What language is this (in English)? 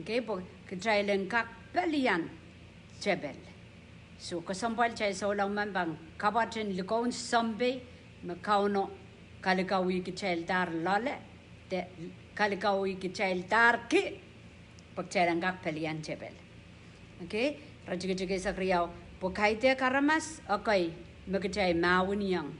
Pohnpeian